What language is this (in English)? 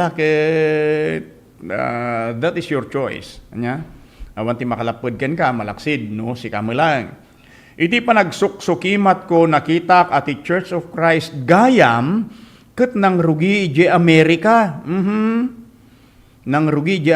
Iloko